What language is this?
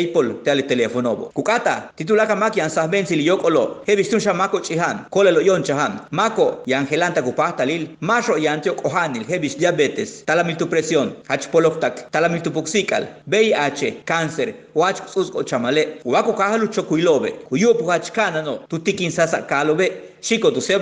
Yucateco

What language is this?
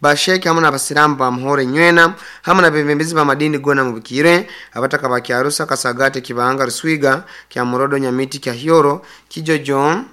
Nyoro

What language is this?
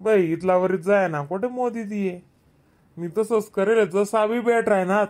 Khandesi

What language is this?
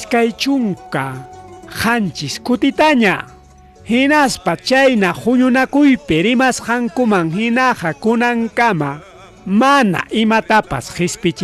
Ayacucho Quechua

